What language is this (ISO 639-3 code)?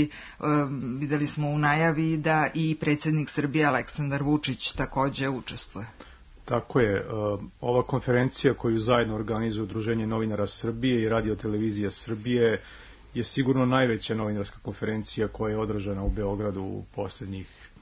srp